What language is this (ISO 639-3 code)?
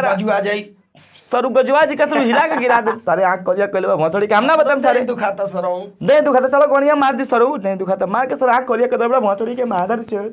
bho